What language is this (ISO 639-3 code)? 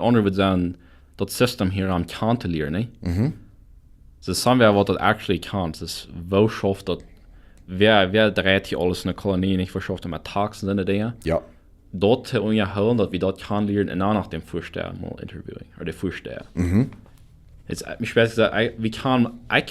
pdt